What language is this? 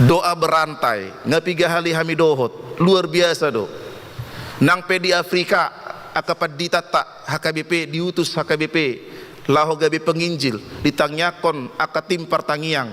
Batak Toba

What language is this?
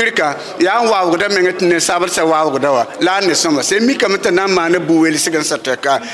Mossi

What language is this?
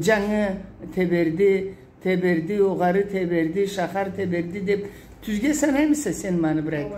Karachay-Balkar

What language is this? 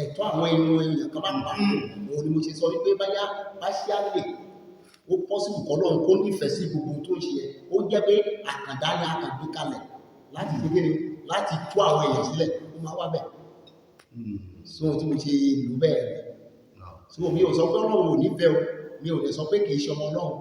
Yoruba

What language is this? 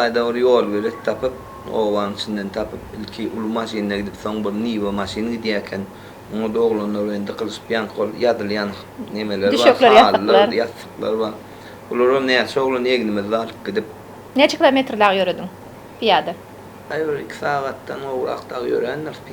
Turkmen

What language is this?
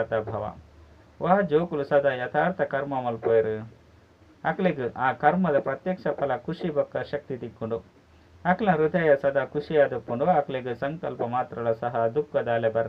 Tulu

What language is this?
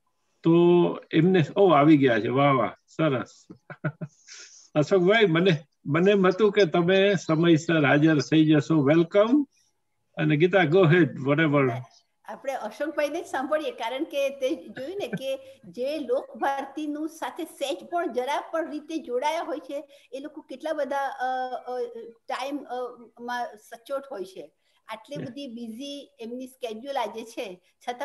Gujarati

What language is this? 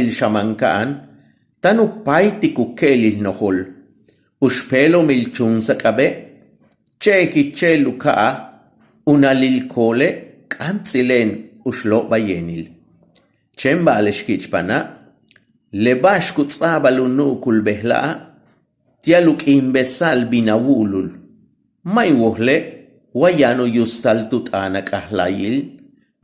Yucateco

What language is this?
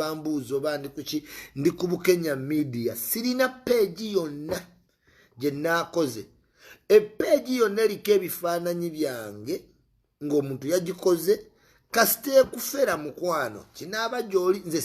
Ganda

